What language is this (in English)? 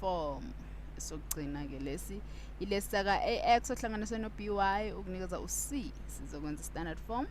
Zulu